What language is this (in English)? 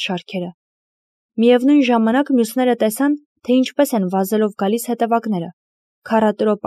Armenian